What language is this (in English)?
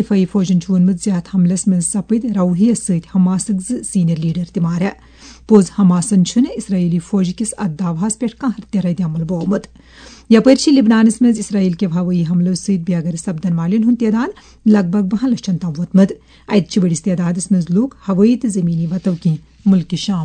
Kashmiri